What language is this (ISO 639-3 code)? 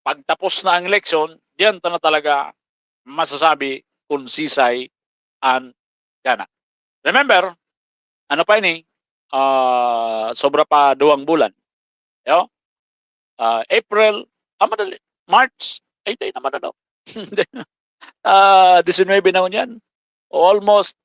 bik